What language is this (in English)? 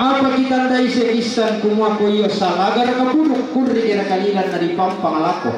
Toraja-Sa'dan